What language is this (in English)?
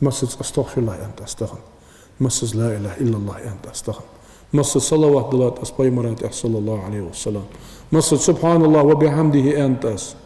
Ingush